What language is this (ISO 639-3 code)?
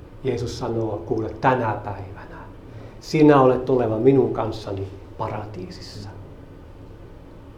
fin